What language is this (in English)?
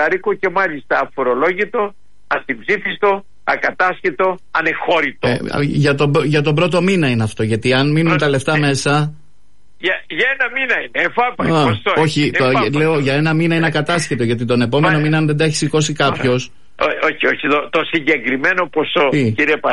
Greek